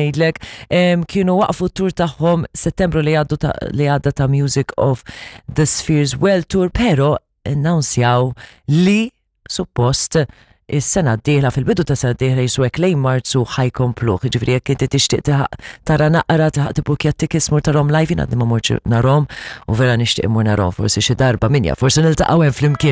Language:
Maltese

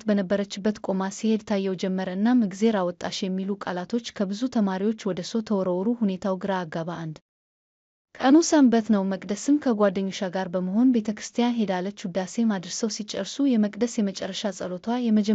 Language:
Amharic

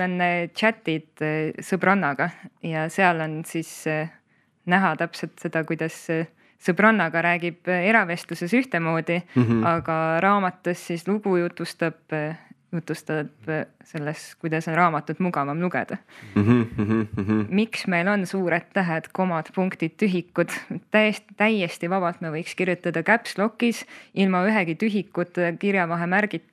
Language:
Estonian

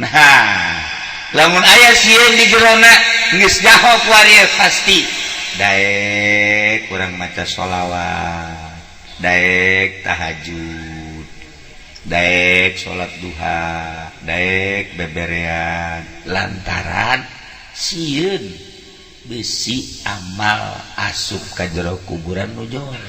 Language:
Sundanese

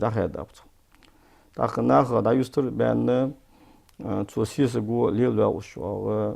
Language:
Ingush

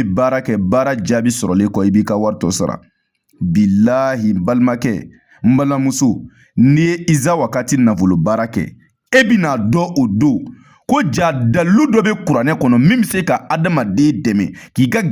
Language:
Bambara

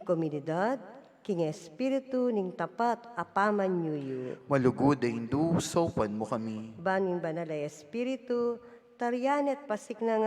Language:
Pampanga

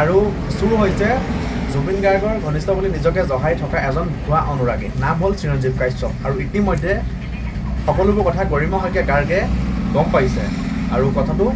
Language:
Assamese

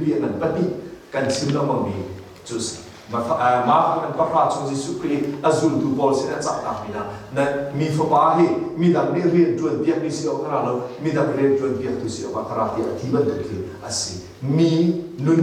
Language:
Hakha Chin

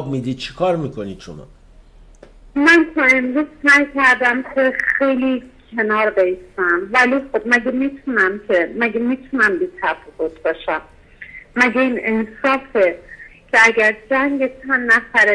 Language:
Persian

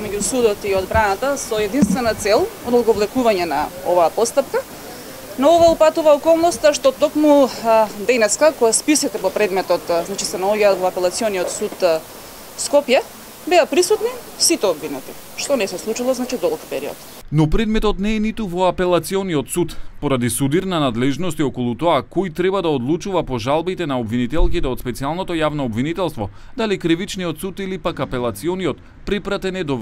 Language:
Macedonian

